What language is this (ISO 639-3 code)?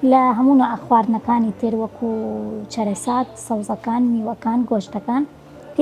ckb